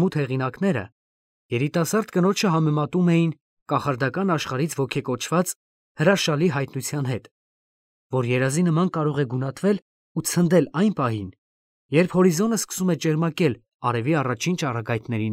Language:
Armenian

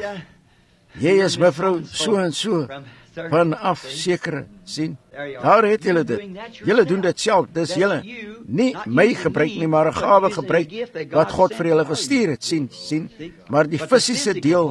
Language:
Afrikaans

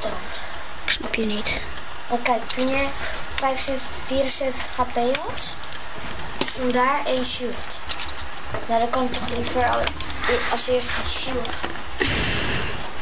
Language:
Dutch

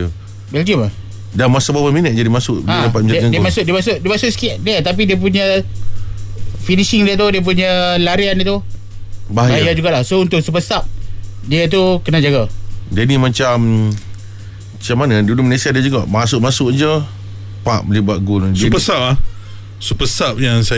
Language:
Malay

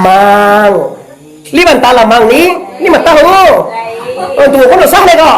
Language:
Minangkabau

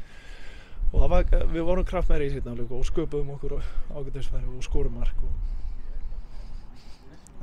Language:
Icelandic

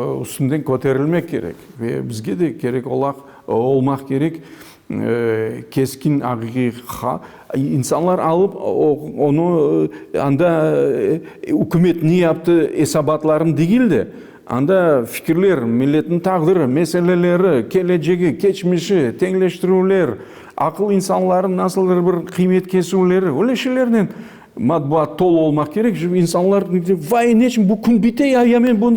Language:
Crimean Tatar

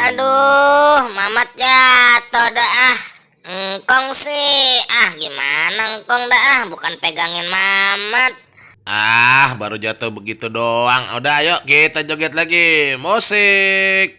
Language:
Betawi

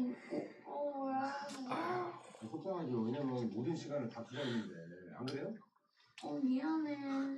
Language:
Korean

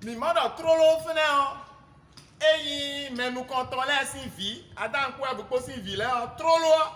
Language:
Fon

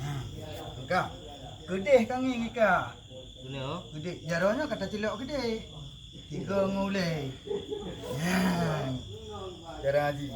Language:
Achinese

